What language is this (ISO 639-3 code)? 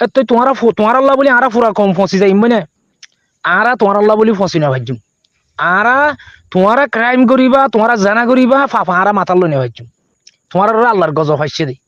rhg